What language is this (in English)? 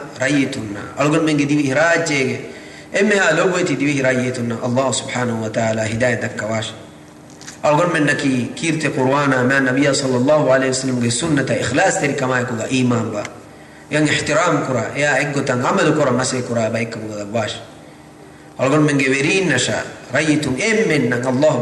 Divehi